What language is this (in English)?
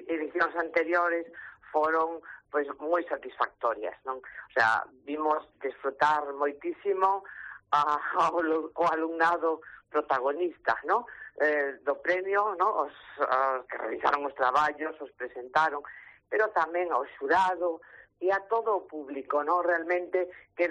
Galician